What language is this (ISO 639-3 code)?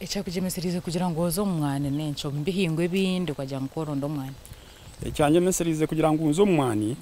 nyn